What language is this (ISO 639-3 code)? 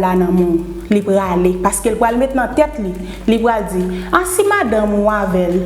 hat